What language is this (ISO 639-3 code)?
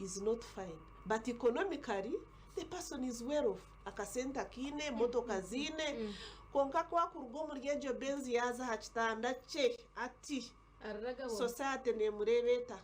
nyn